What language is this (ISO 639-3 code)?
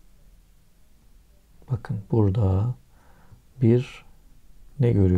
tur